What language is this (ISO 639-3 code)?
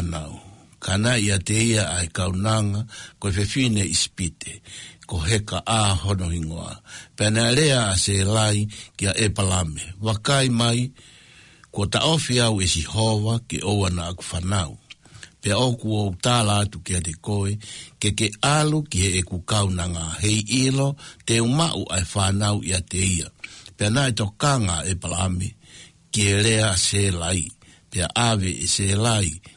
ton